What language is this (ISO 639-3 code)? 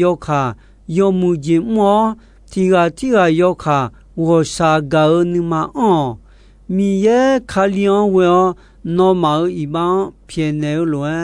ahk